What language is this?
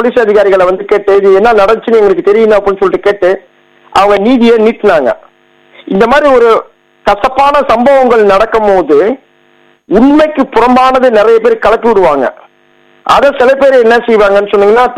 Tamil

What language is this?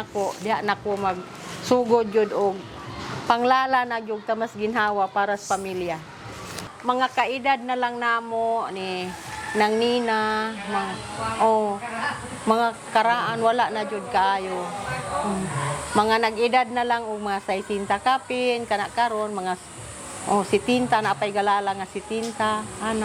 Cebuano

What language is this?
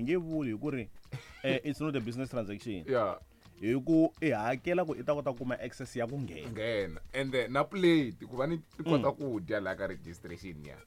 Tsonga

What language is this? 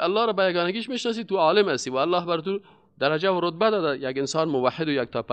Persian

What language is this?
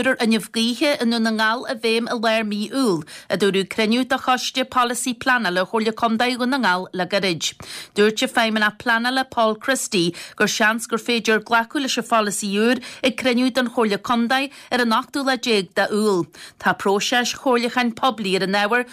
Irish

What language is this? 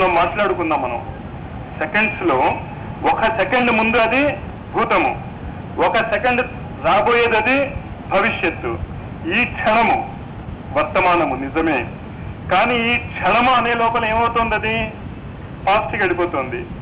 Telugu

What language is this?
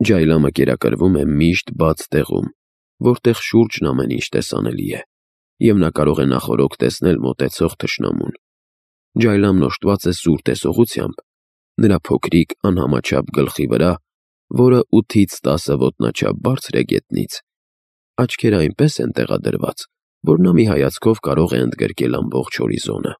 Armenian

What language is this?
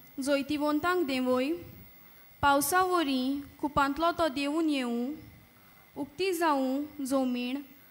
Konkani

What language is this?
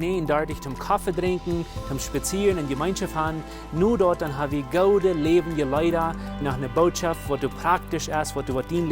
Plautdietsch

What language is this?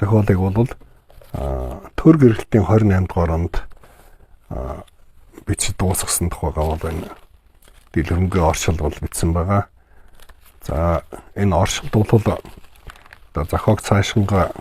Mongolian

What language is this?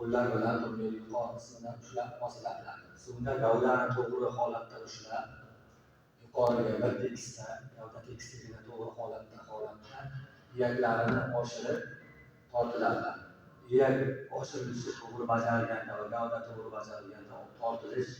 Uzbek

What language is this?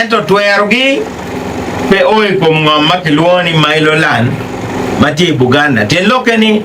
Acoli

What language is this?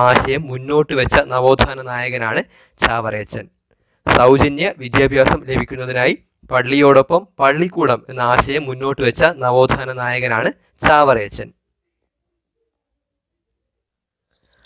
Malayalam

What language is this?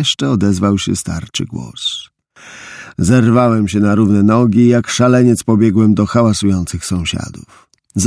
Polish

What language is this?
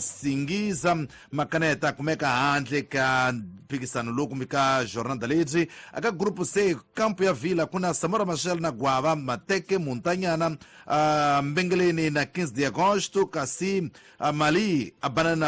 Tsonga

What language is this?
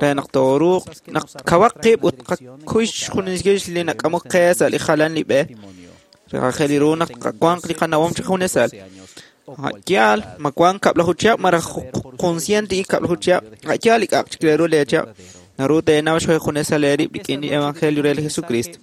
Kekchí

